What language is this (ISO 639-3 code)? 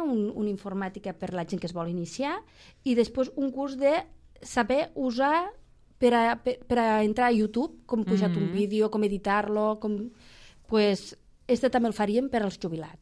cat